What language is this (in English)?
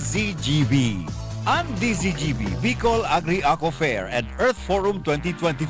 Bikol